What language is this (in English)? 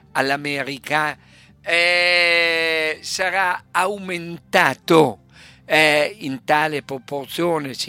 Italian